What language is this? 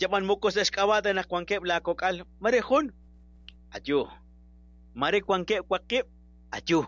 Kekchí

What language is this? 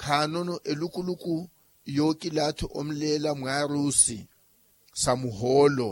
Makhuwa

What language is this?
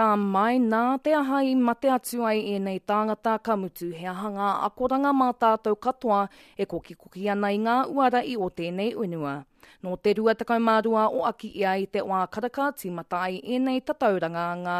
Māori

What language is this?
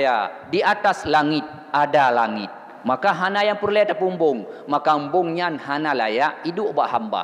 Achinese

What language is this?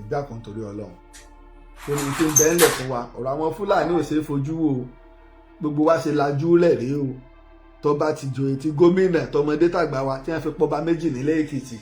Yoruba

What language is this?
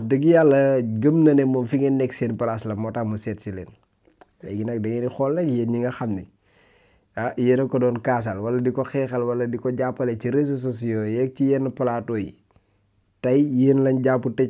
Wolof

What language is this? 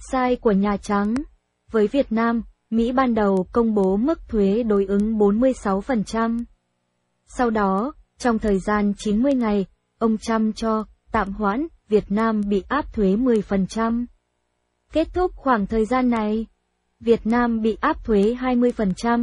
Vietnamese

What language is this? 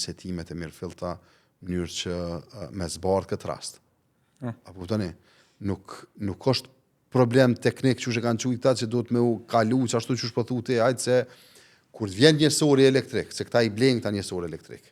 Albanian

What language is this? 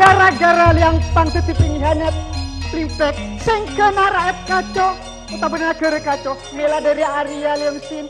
Madurese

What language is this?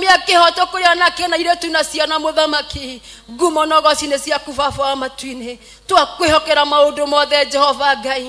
Kikuyu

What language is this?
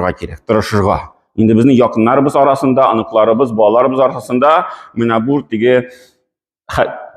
Tatar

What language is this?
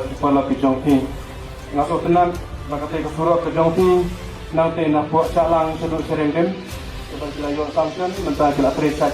Khasi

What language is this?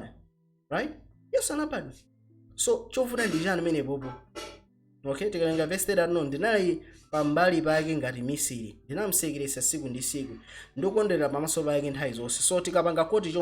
Nyanja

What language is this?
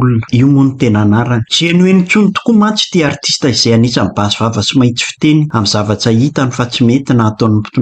Malagasy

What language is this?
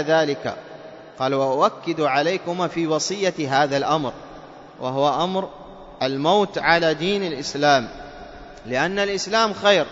Arabic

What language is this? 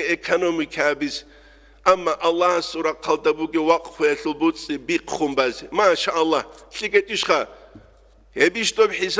Avaric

